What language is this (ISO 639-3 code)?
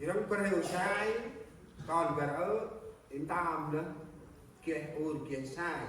cmo